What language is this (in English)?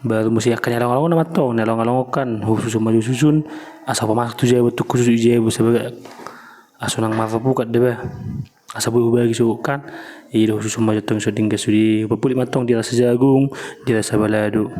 Batak Toba